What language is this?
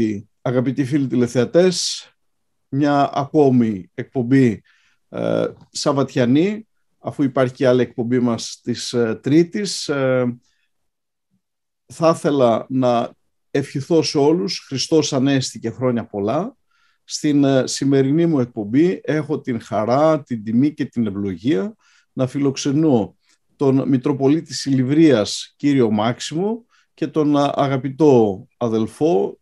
Greek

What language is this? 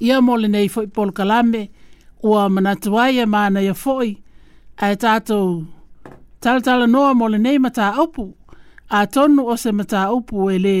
Samoan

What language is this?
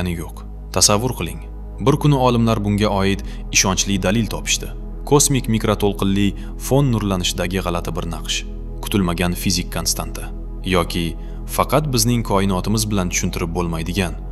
Uzbek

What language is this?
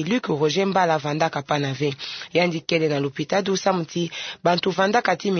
Kituba (Democratic Republic of Congo)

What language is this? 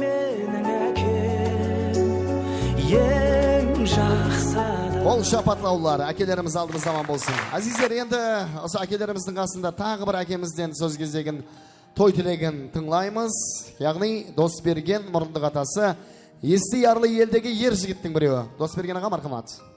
Kara-Kalpak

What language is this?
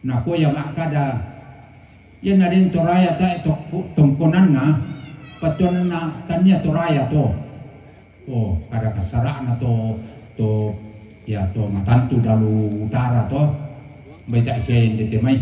Toraja-Sa'dan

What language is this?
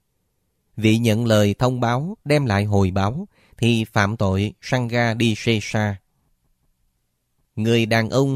Vietnamese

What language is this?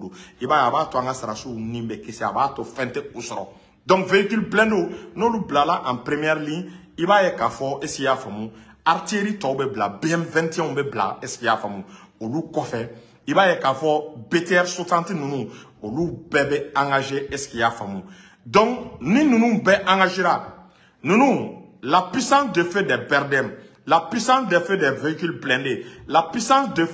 Bambara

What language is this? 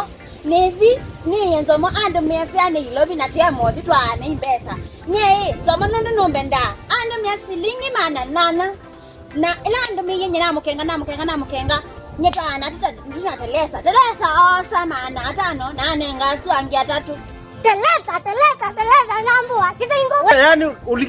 Kamba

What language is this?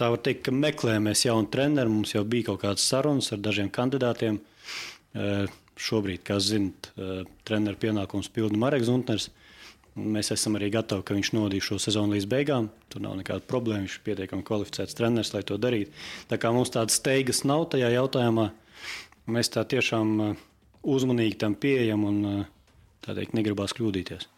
Latvian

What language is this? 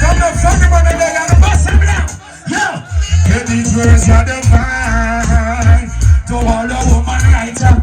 Jamaican Creole English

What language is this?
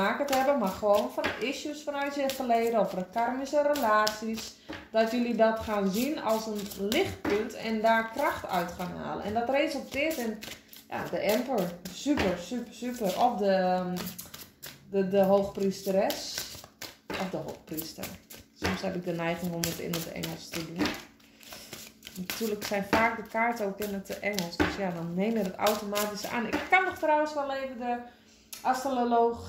Dutch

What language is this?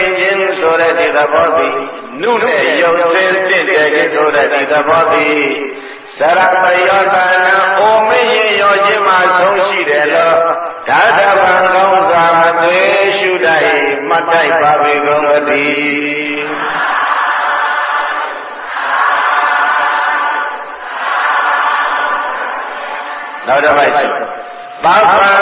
Burmese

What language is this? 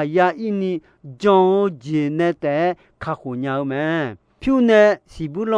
Akha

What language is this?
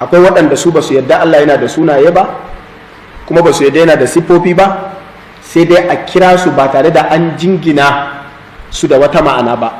Hausa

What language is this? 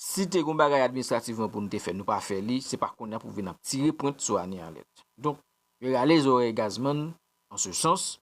Haitian Creole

